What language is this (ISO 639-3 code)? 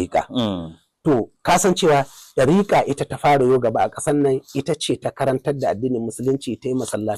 hau